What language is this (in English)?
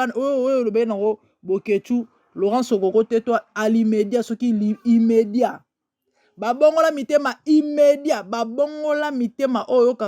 Lingala